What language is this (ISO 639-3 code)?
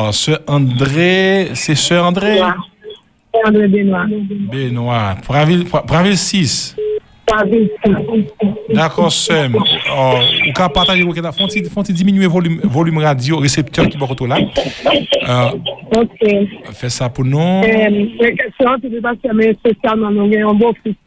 hat